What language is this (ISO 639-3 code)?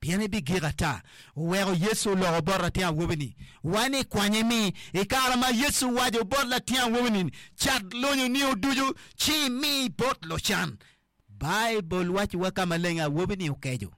ach